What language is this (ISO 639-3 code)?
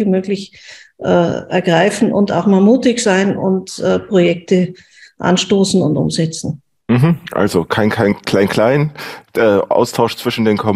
deu